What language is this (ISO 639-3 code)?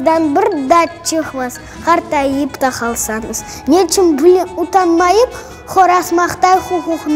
crh